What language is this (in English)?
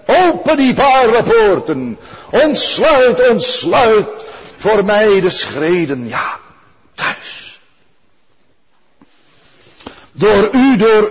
Dutch